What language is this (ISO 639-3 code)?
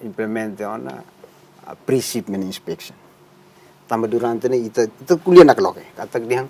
tet